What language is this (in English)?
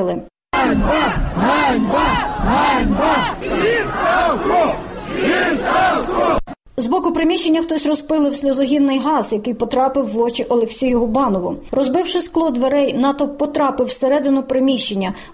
Ukrainian